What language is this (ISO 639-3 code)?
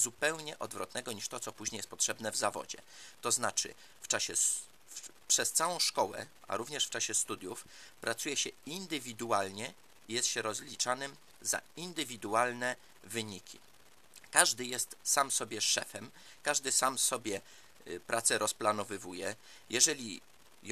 pol